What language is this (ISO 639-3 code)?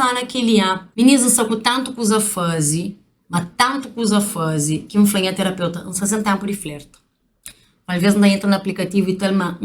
kea